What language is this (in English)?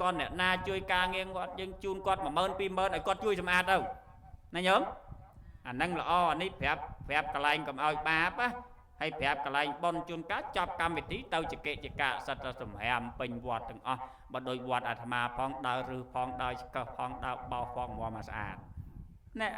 Khmer